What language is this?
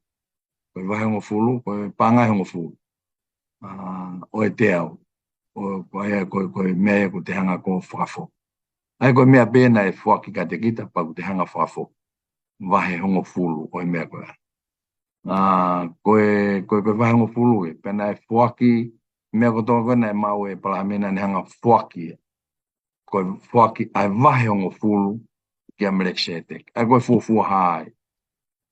Tongan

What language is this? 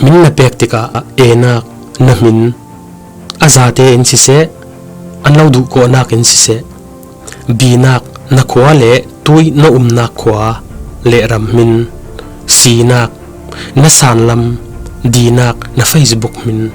Falam Chin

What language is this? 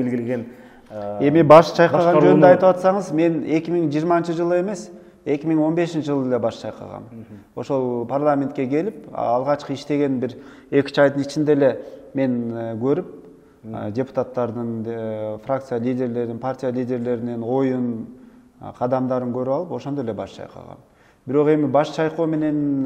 Kyrgyz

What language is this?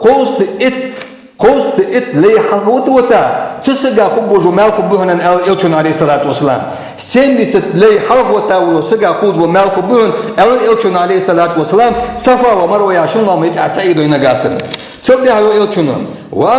Ingush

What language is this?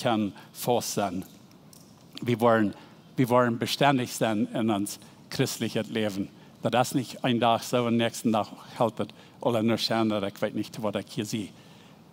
Plautdietsch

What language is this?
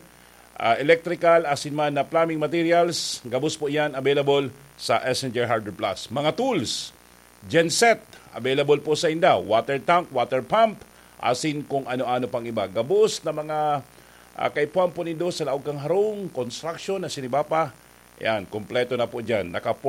Bikol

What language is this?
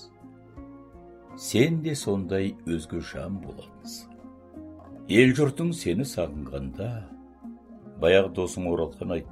Kazakh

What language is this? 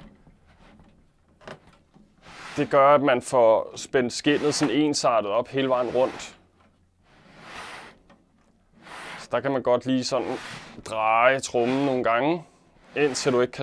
Danish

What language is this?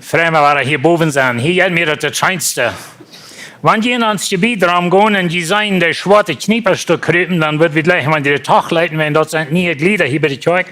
Plautdietsch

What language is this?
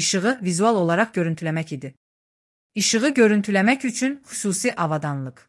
Azerbaijani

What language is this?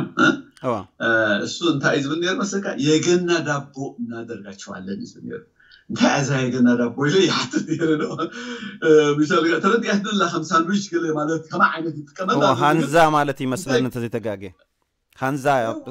Tigrinya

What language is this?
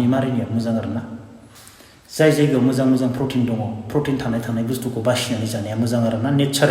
Bodo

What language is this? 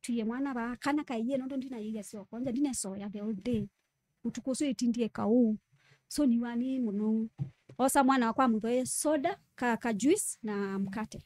Kamba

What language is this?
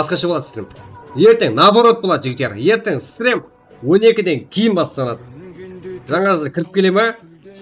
Kara-Kalpak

